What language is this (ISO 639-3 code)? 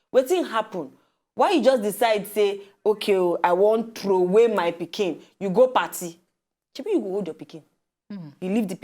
pcm